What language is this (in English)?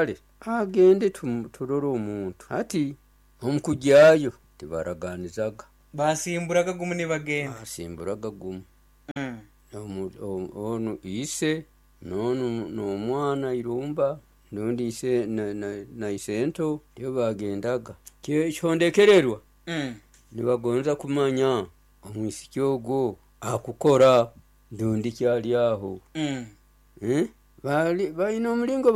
Nyoro